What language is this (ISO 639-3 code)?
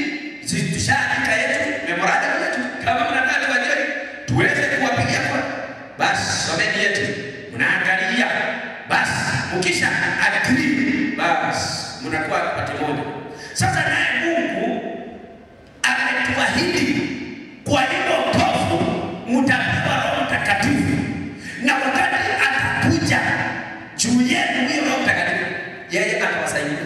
swa